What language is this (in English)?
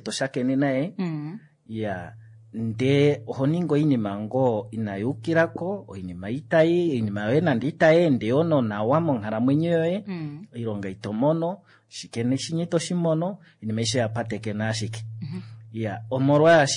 Kuanyama